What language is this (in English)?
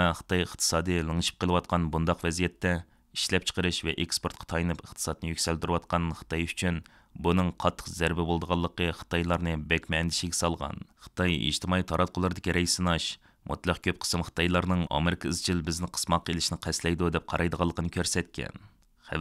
Uyghur